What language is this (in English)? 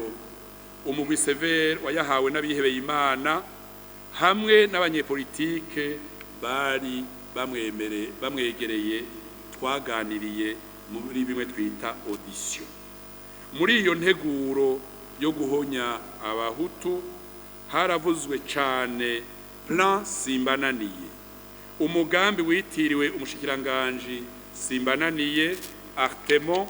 Rundi